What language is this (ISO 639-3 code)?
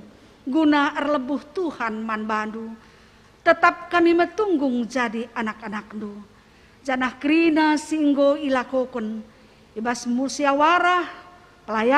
btx